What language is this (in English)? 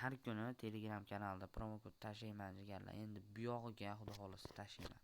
Uzbek